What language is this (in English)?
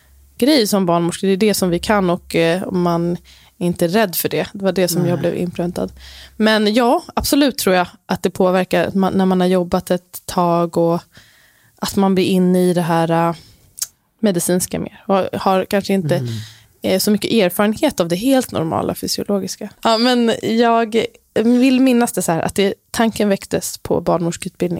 Swedish